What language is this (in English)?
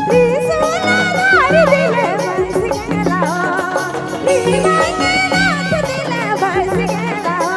Sadri